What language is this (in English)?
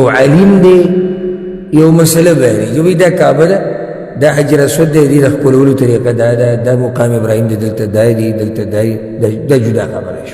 Pashto